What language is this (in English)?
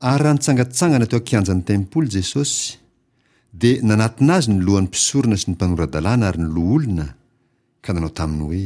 Malagasy